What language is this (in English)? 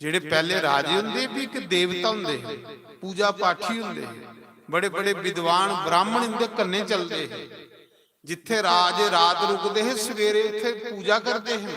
Dogri